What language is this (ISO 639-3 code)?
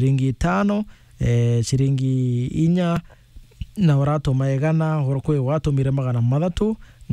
mer